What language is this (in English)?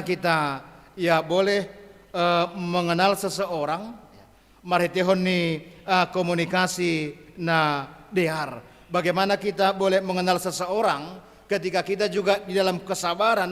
Batak Simalungun